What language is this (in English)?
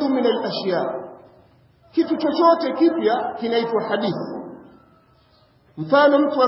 Swahili